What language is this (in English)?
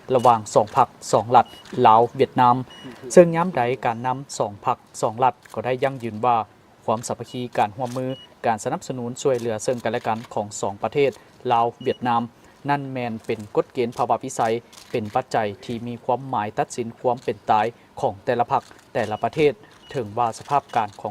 Lao